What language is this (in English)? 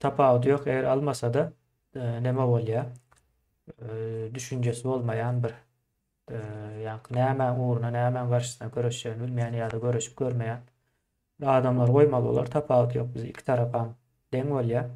Turkmen